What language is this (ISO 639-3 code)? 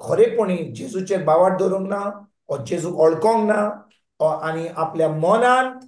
kok